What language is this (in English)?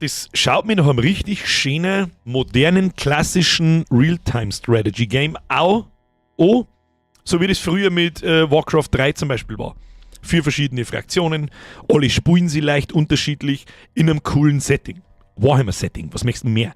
Bavarian